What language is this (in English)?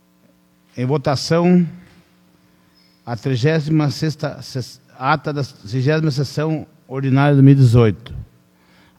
Portuguese